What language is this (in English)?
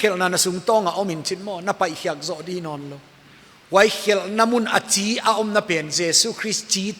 Paite Chin